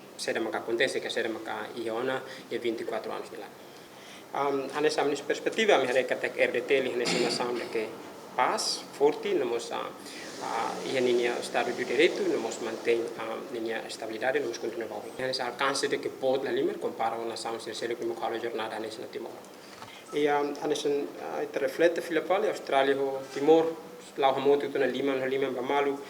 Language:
Tetum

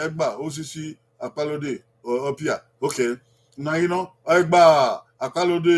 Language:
Bini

